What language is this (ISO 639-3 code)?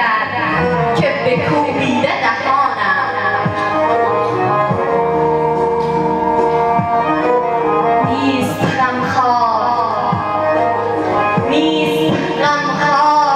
fas